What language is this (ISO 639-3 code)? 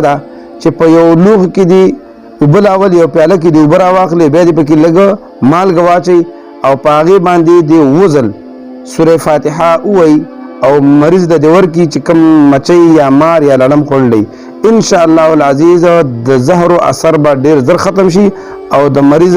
pus